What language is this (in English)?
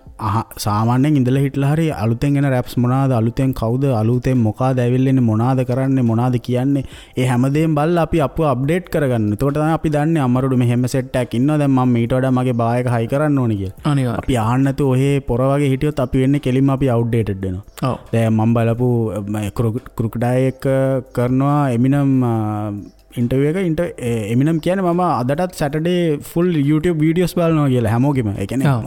Sinhala